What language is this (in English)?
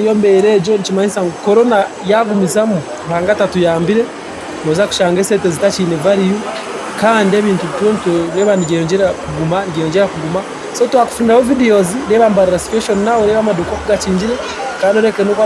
Nyankole